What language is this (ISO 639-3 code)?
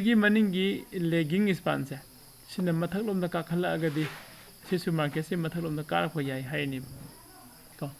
mni